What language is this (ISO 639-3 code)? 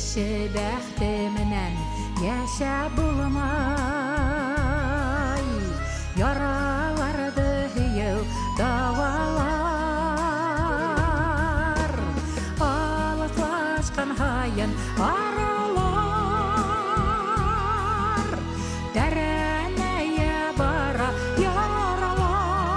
bak